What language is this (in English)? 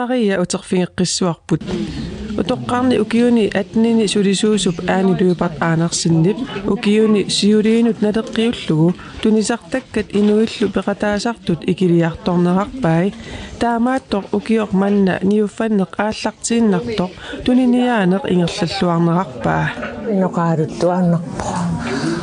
Kalaallisut